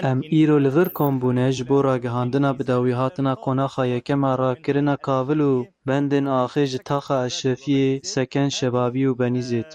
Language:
Kurdish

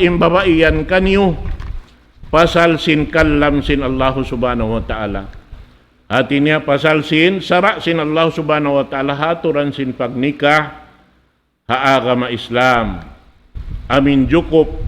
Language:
Tausug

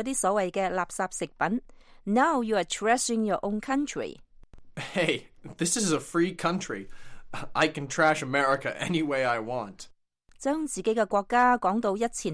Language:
Cantonese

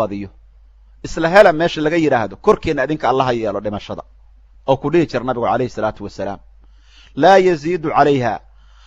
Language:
Somali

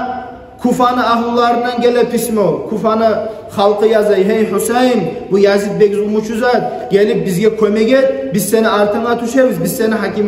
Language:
Kumyk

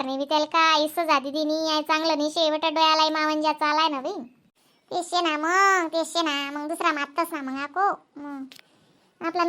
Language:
Khandesi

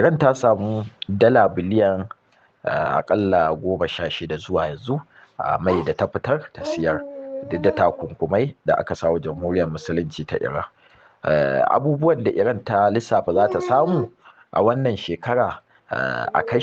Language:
Hausa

